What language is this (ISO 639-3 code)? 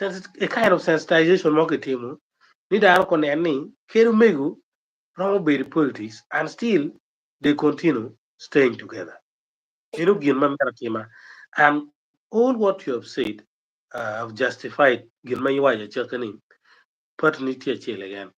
ach